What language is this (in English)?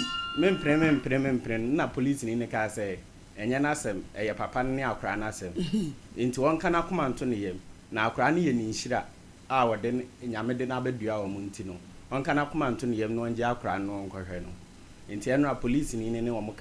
Akan